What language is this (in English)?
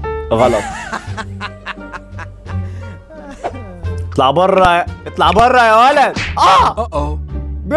Egyptian Arabic